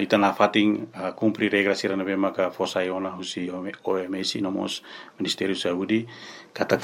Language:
Tetum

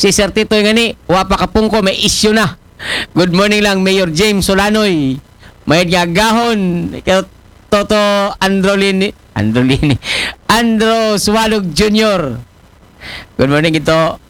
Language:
Aklanon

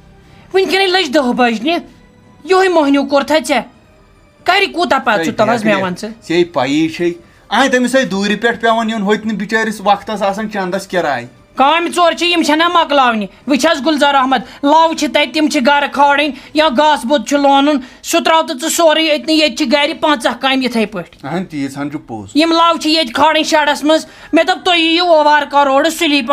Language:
Kashmiri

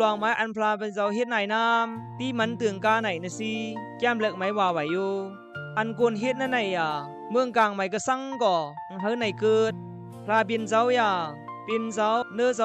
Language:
Khamti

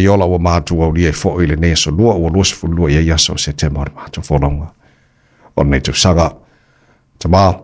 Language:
Samoan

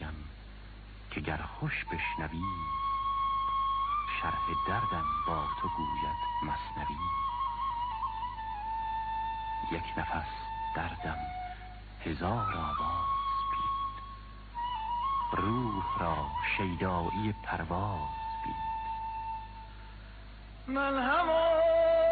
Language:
Persian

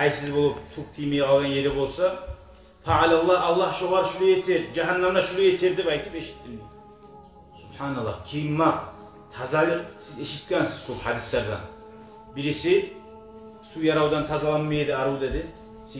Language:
Kumyk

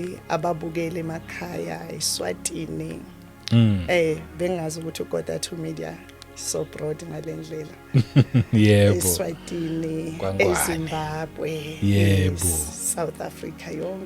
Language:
Zulu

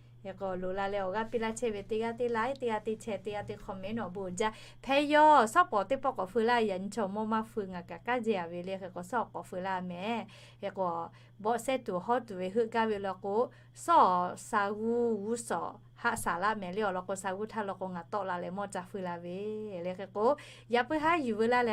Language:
Lahu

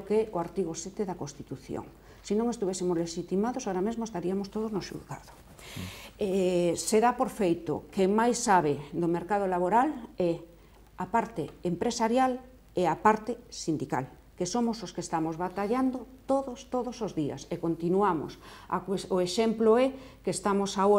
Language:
Galician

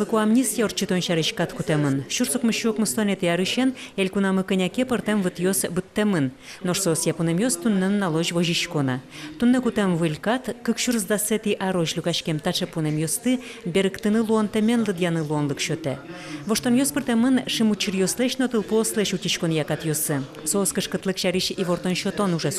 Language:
Udmurt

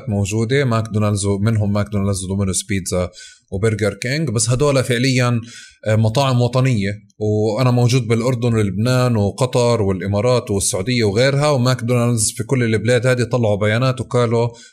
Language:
North Levantine Arabic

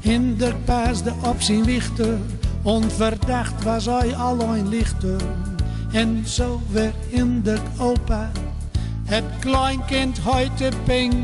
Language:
Gronings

